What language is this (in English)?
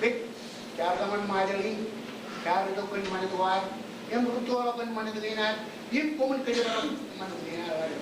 Marshallese